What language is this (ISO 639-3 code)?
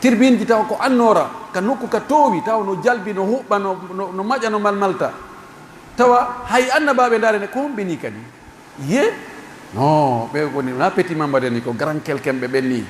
fuf